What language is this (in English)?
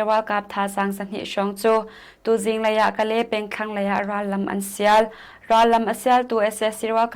Hakha Chin